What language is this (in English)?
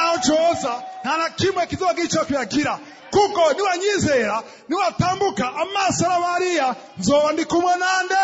Rundi